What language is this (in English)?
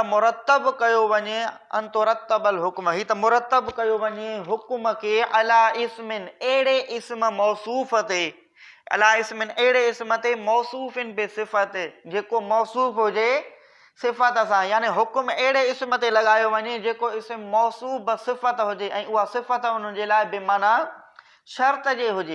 Sindhi